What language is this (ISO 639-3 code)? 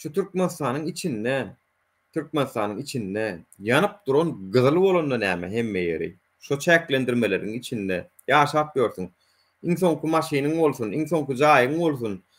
tuk